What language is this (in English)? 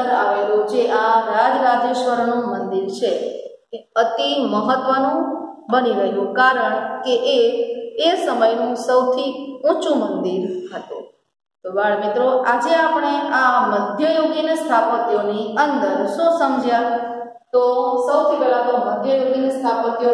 Gujarati